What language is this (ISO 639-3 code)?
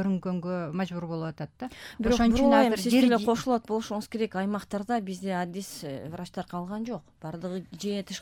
kir